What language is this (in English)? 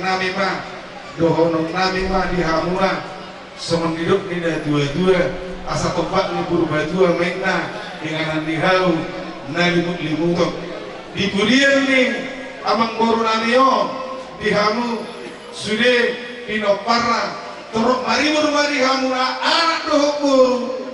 Batak Toba